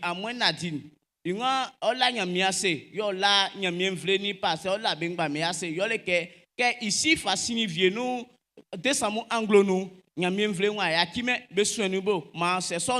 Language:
Baoulé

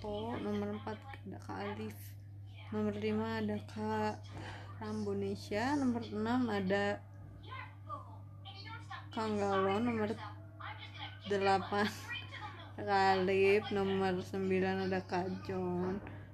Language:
Indonesian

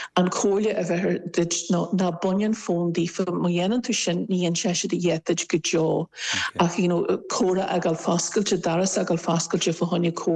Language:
Irish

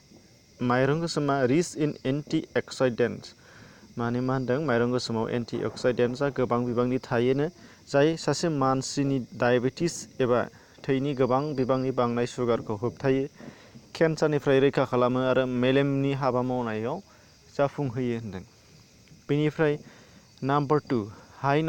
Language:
Bodo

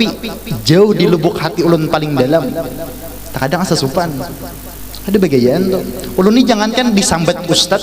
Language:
Banjar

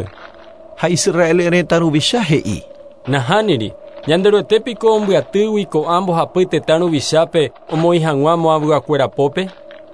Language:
Guarani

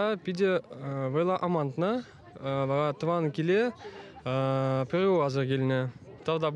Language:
Chuvash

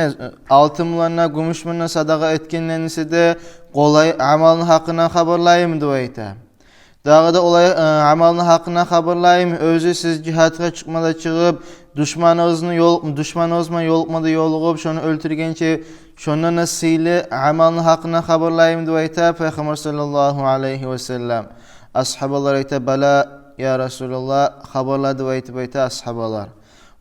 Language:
Kumyk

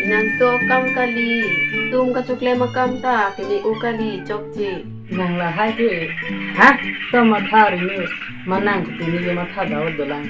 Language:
Karbi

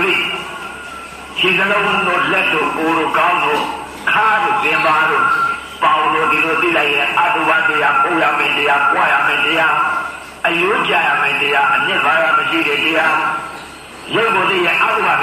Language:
Burmese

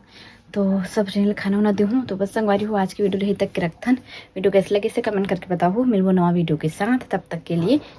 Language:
Chhattisgarhi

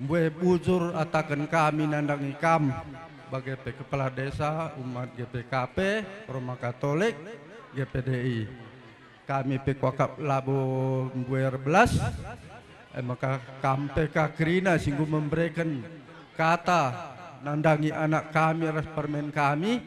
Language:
Batak Karo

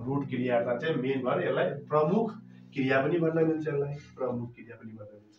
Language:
Nepali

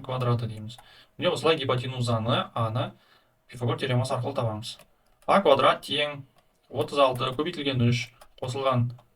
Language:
Kazakh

